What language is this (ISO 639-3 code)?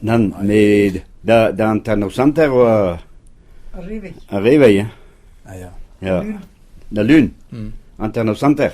bre